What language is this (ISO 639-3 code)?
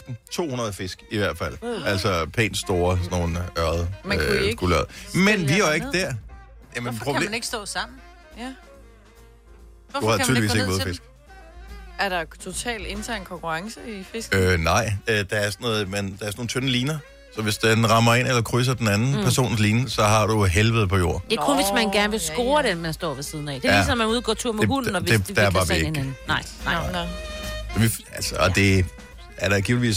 dan